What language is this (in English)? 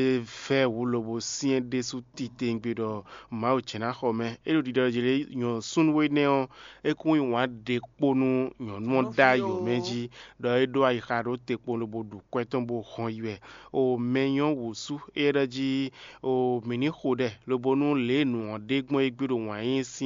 Fon